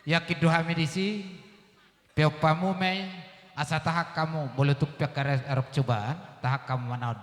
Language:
Batak Toba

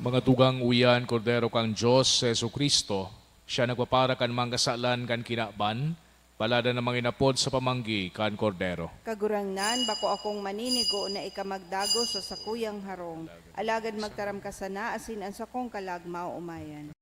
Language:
Bikol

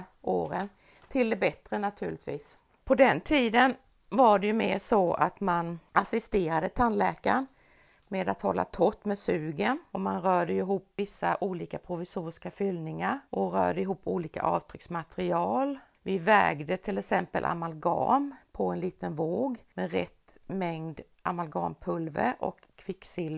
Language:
Swedish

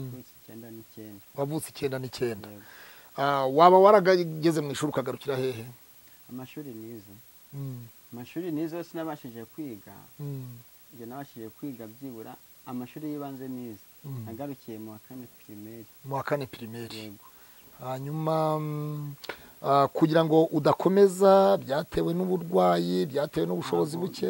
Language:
Kinyarwanda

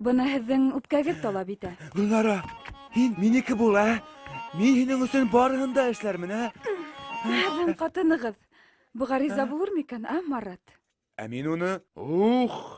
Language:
Bashkir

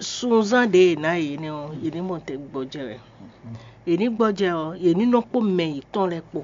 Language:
Fon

